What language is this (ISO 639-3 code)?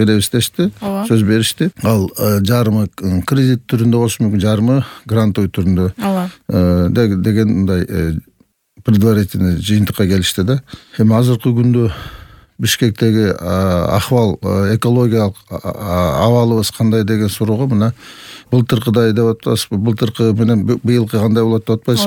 kir